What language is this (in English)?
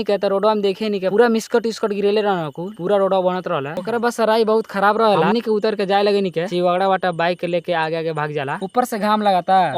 Bhojpuri